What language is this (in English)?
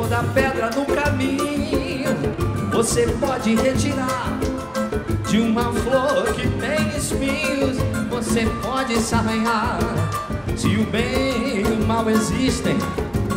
Portuguese